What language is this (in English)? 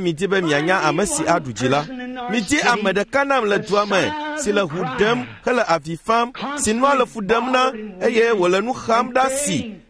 Ewe